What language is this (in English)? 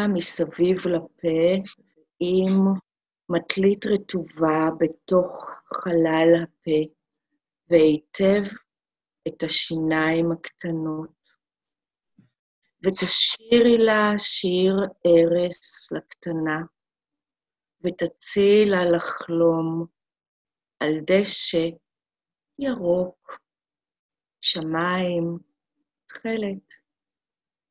Hebrew